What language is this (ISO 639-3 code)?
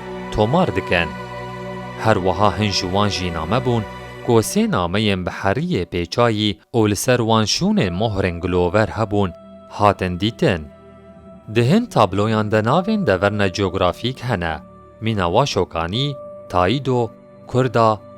kur